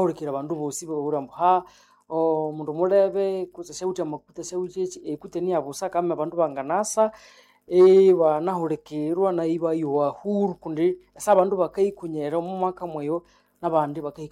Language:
Nande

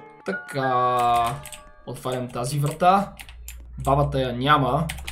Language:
Bulgarian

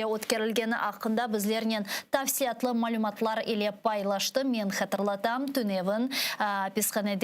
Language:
Crimean Tatar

